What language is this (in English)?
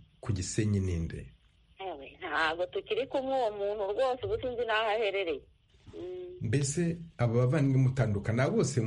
Kinyarwanda